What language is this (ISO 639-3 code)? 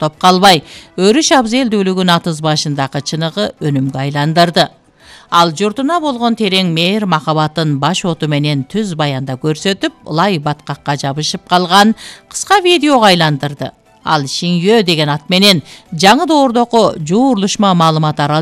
kir